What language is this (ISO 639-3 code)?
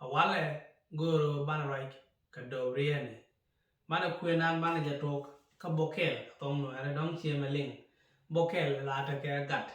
nus